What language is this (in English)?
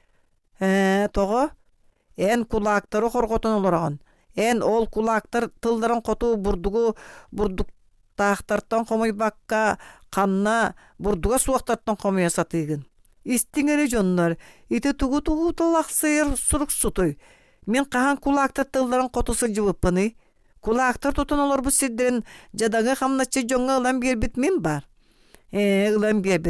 Yakut